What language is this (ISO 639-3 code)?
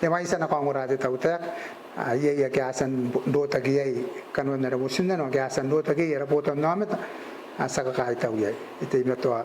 gil